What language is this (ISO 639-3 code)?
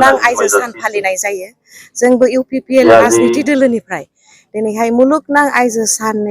brx